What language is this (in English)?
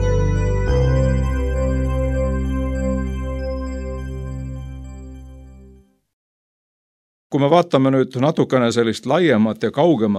Estonian